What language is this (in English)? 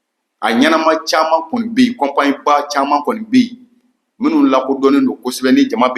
Bambara